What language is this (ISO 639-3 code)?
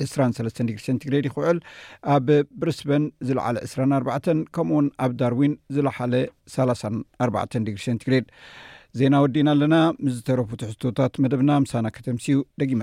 tir